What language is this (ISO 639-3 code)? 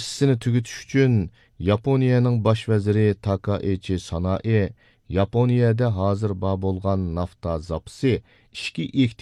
uig